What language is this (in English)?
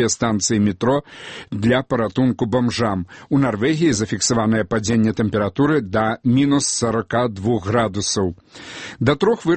Belarusian